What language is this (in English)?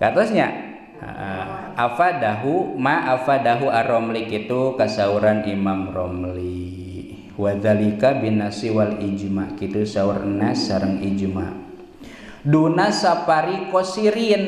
Sundanese